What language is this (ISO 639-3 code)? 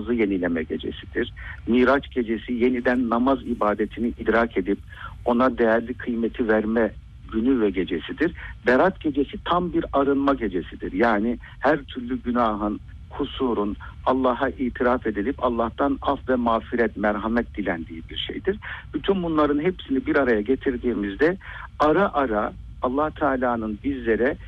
tur